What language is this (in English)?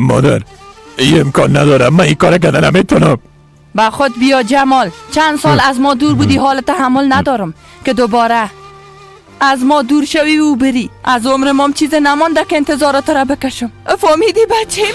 Persian